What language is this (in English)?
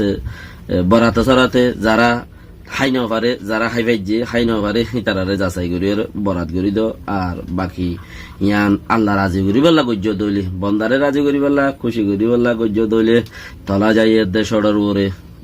Rohingya